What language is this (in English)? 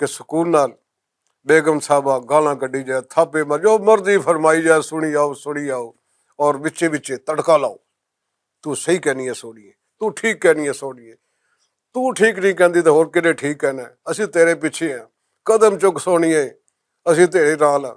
Western Panjabi